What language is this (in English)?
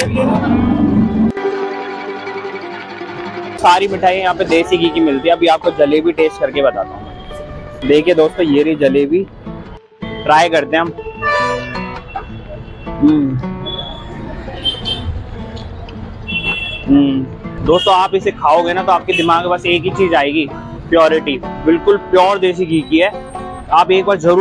Hindi